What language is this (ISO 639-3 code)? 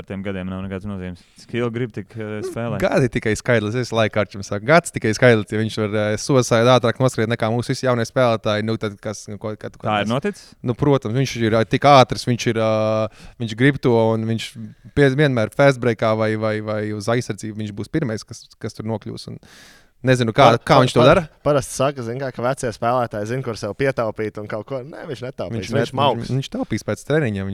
lav